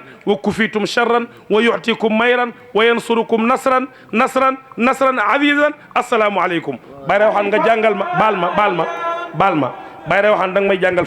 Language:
Wolof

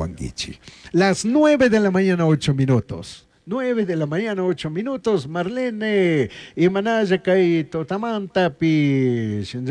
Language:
Chimborazo Highland Quichua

